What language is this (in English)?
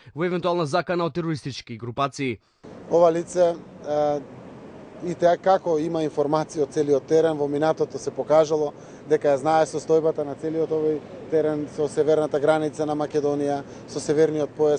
Macedonian